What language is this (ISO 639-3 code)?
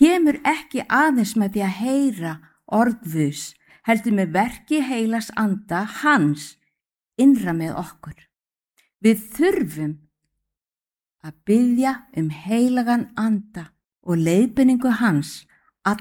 isl